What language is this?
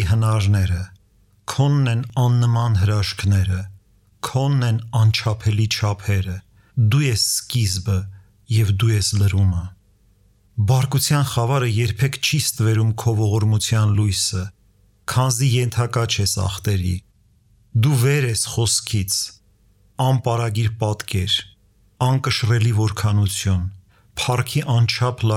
Armenian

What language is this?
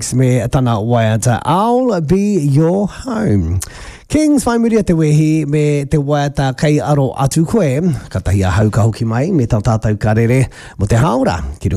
Māori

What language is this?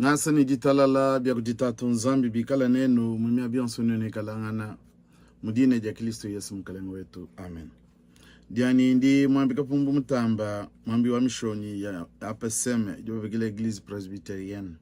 Luba-Lulua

